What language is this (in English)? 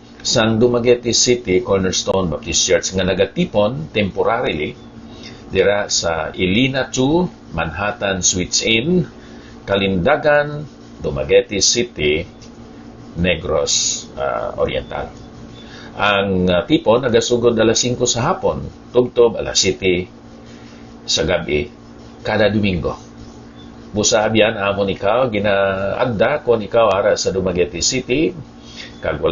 Hiligaynon